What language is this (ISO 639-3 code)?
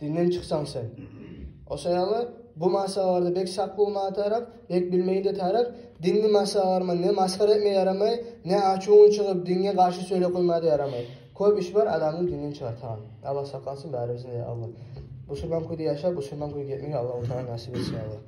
kum